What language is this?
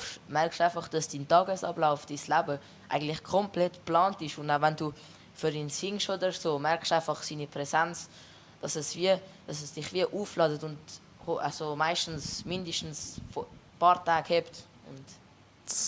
Swiss German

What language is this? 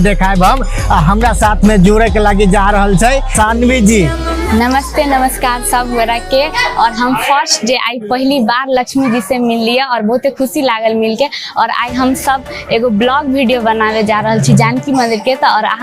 Maithili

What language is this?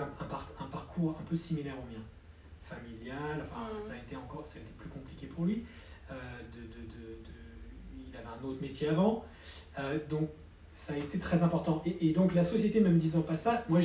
French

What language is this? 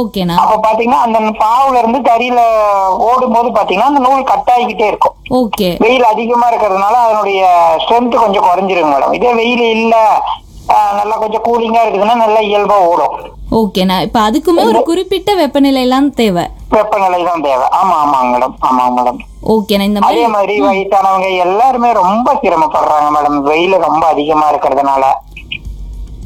Tamil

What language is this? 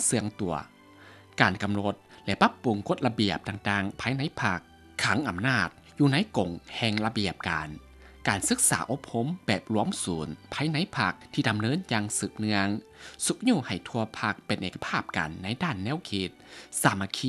Lao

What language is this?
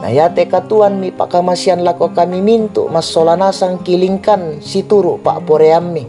Toraja-Sa'dan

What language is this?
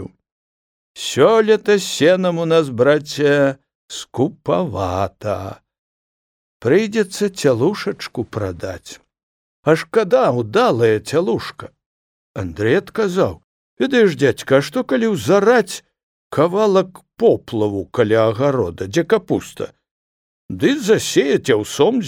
Belarusian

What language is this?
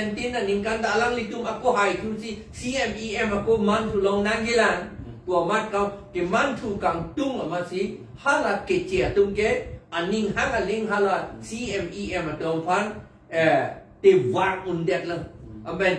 Karbi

